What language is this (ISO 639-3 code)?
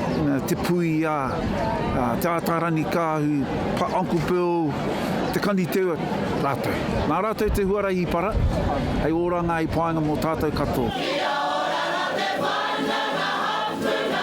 mri